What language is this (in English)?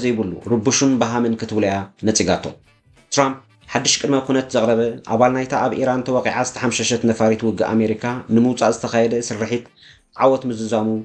Tigrinya